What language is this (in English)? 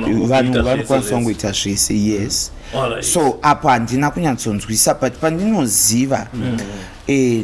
Shona